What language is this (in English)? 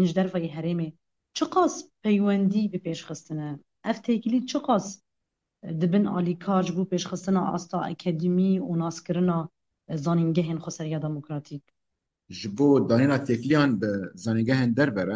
Kurdish